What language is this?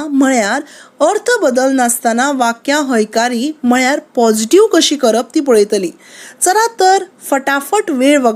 Konkani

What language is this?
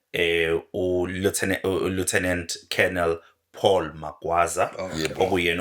Zulu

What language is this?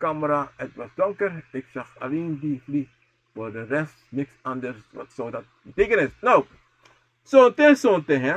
Sranan Tongo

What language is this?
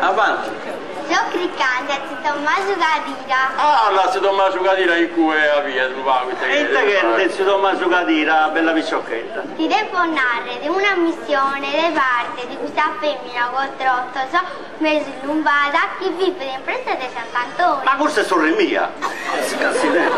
Sardinian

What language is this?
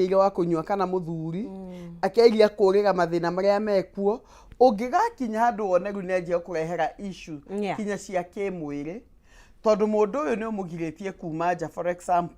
Kikuyu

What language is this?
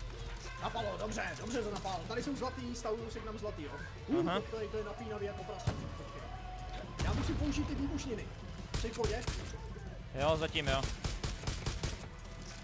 Czech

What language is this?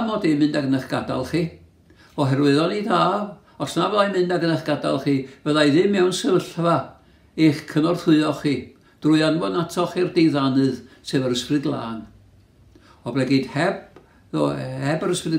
Welsh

